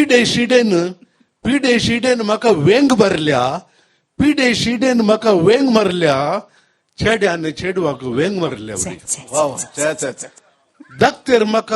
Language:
Konkani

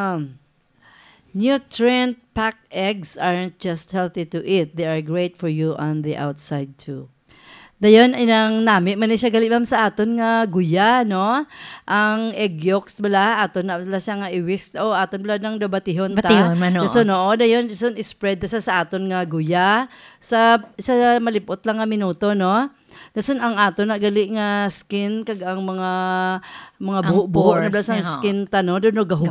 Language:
Hiligaynon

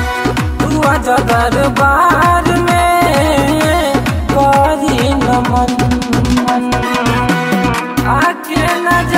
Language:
Bhojpuri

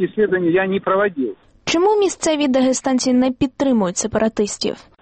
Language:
Ukrainian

